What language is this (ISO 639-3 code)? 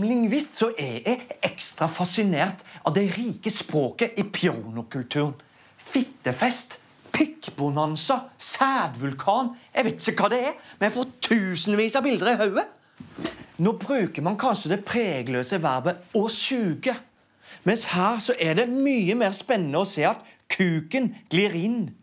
nor